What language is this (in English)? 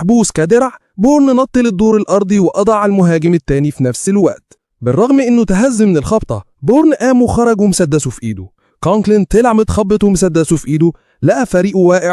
Egyptian Arabic